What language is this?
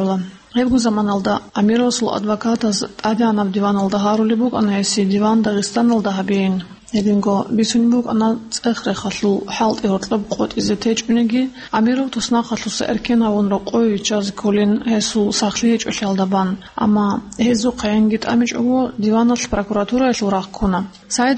Avaric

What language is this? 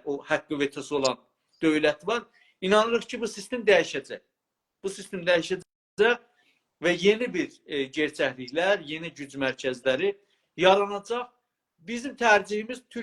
South Azerbaijani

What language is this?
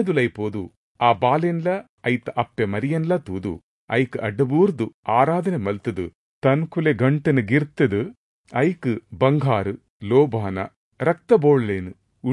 Tulu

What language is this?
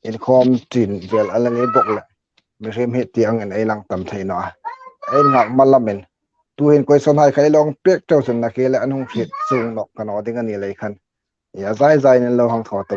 Hmar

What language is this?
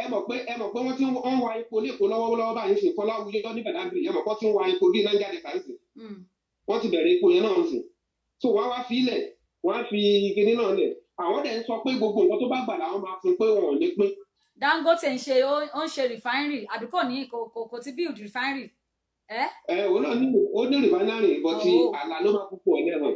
Yoruba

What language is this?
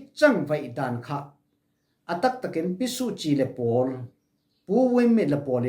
Falam Chin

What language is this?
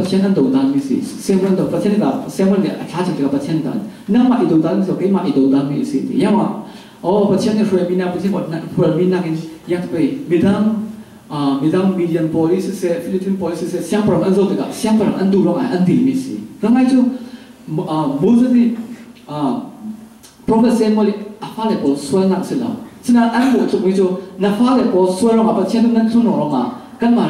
Falam Chin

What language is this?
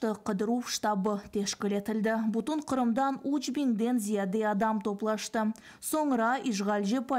Crimean Tatar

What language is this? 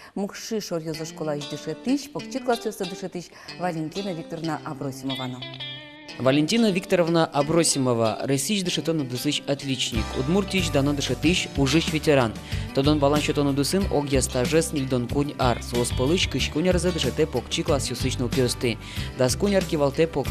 Udmurt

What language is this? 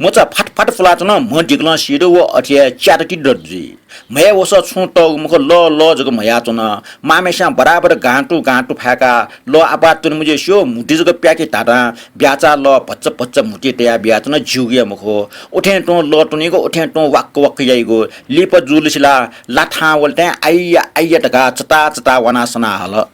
Newari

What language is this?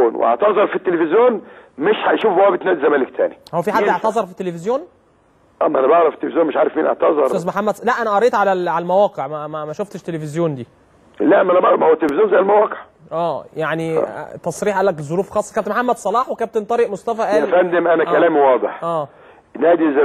Egyptian Arabic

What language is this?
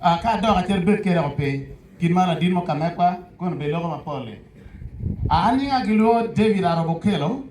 Acoli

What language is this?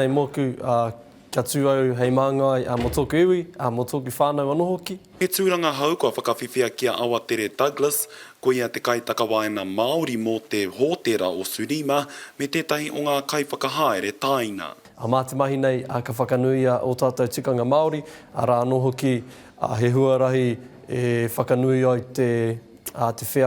Māori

